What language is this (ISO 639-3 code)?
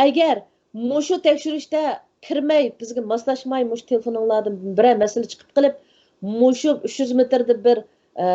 uig